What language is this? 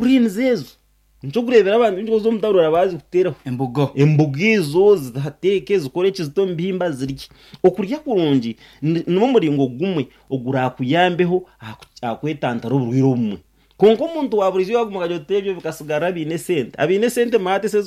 Nyankole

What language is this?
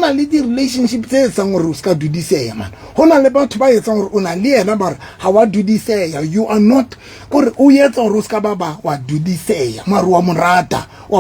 Southern Sotho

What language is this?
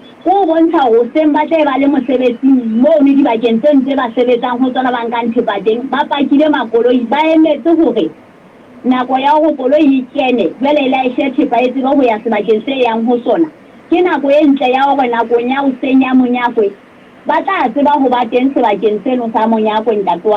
Southern Sotho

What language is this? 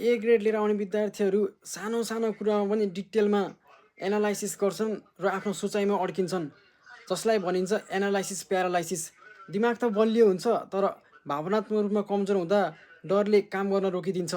Nepali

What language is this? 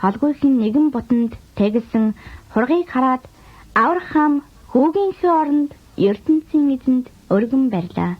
Mongolian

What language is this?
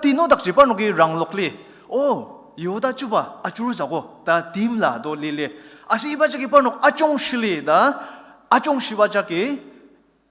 Ao Naga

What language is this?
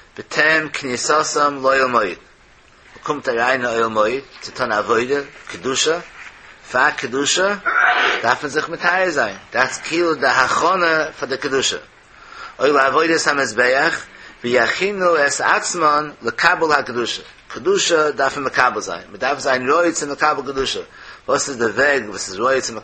Yiddish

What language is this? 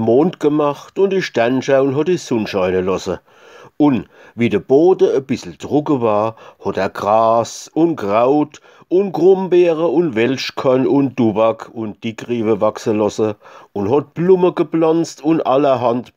Palatine German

